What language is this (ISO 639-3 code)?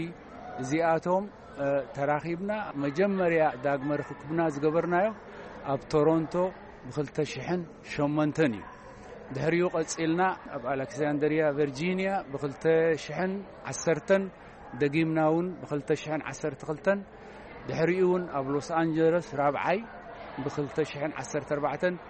tir